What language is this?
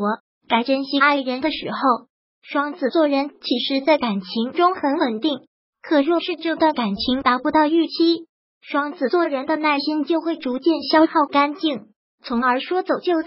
Chinese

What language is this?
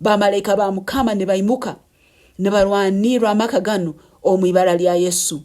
Nyankole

